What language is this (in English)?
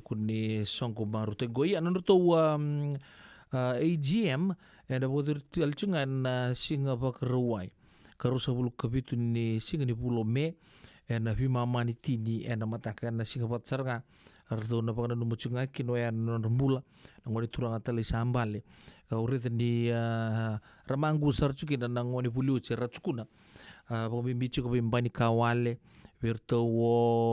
Fijian